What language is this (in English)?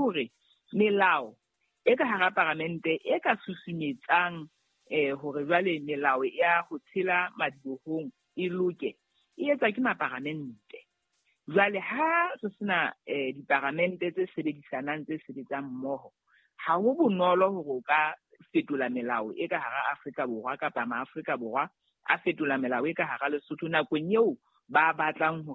Southern Sotho